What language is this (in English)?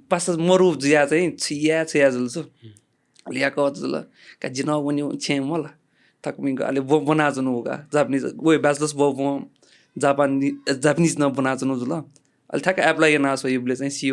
Newari